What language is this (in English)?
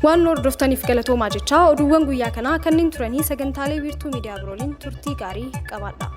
Oromo